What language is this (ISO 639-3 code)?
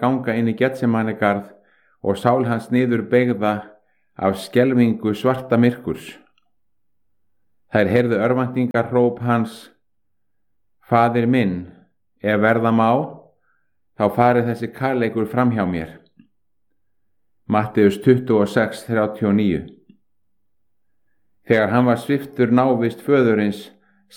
isl